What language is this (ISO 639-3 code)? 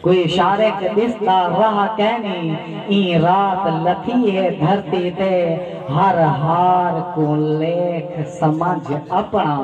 skr